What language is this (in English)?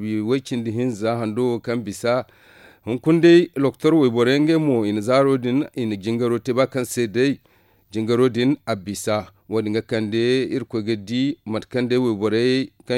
Zarma